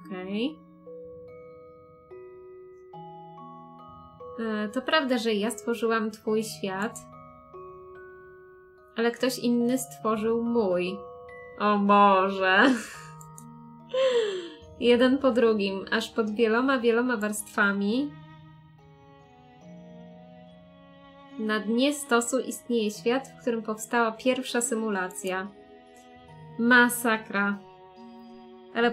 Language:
Polish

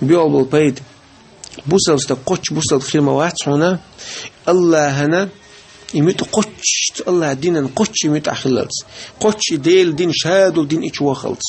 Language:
Chechen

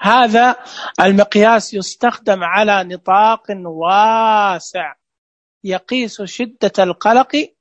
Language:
Najdi Arabic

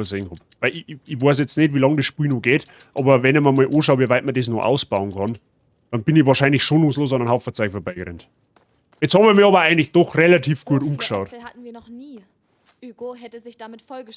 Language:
Bavarian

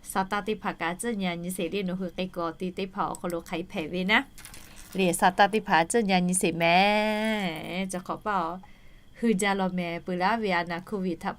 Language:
Lahu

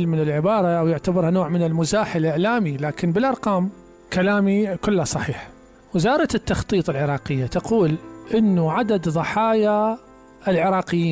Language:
Mesopotamian Arabic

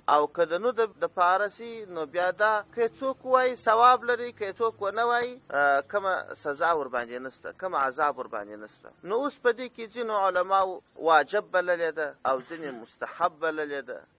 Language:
Pashto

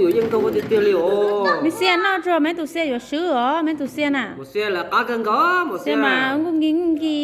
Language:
Hmong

